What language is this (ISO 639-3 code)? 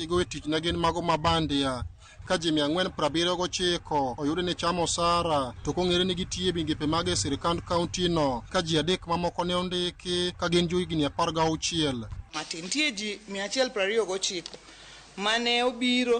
luo